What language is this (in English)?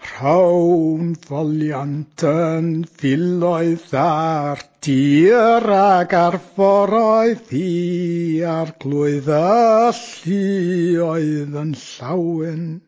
Welsh